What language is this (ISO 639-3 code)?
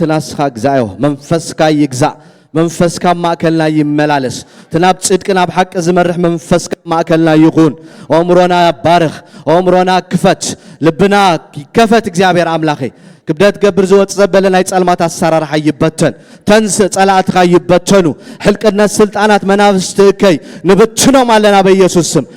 tir